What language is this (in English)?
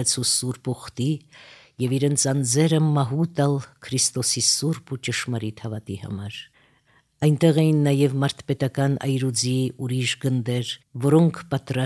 Armenian